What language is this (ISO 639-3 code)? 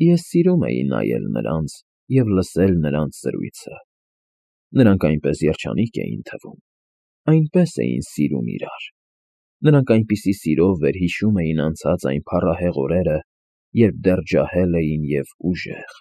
hye